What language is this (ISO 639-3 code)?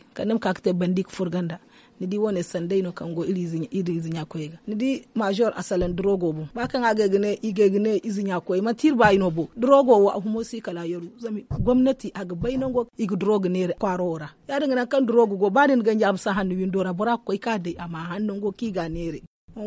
dje